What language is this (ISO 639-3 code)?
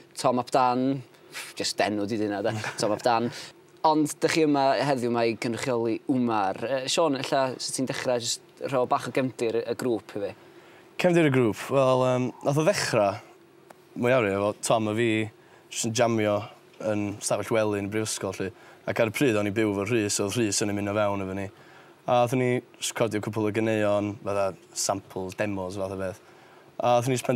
cym